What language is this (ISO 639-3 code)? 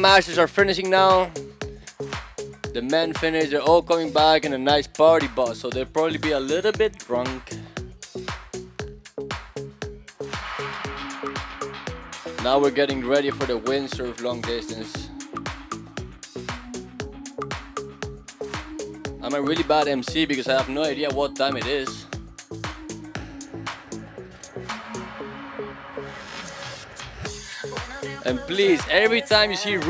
eng